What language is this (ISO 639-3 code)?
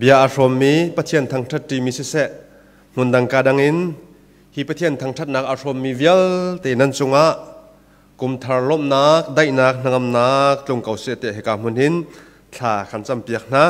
cnh